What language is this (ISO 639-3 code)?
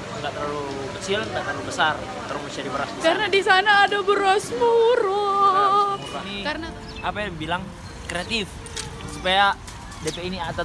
xmm